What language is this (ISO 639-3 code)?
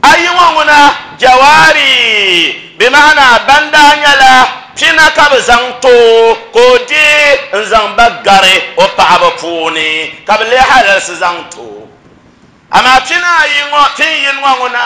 dag